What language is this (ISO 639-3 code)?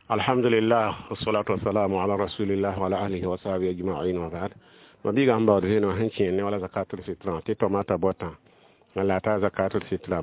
mos